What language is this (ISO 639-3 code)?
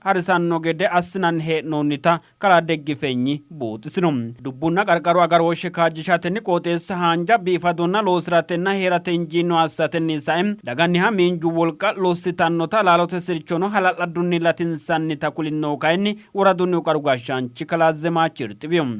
sid